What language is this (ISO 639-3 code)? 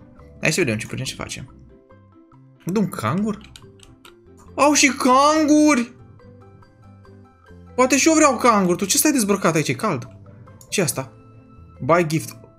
ron